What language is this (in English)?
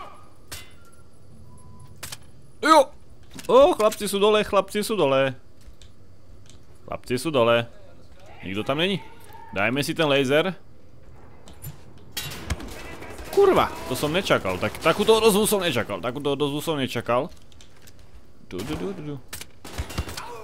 Slovak